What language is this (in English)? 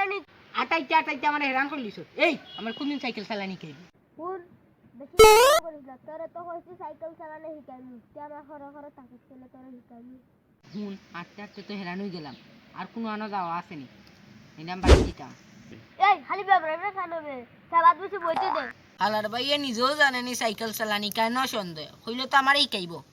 Sylheti